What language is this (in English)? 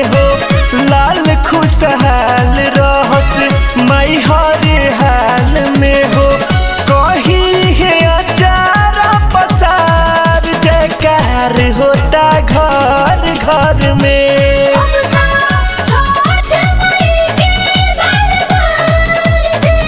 Bhojpuri